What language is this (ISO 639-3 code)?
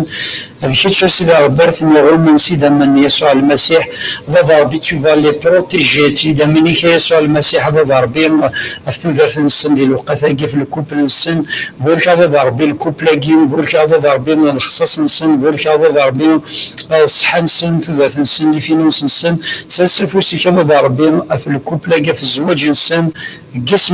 kab